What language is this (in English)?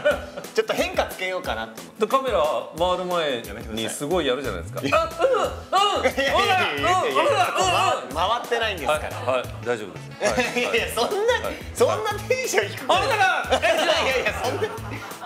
Japanese